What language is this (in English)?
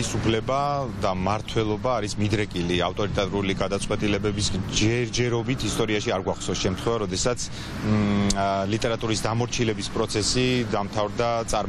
Georgian